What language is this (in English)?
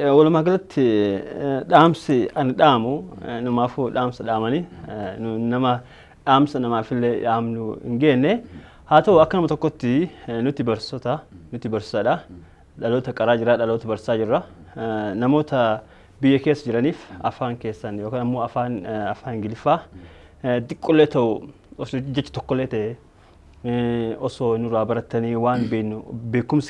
Oromo